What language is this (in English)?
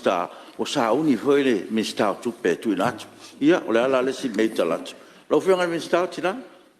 Samoan